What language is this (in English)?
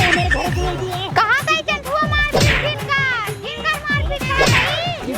Awadhi